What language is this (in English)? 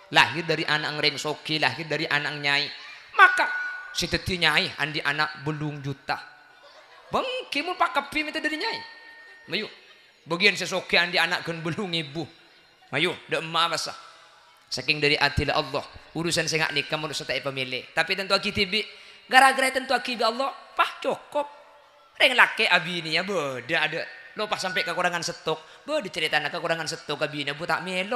Madurese